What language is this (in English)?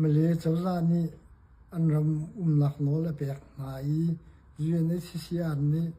Hakha Chin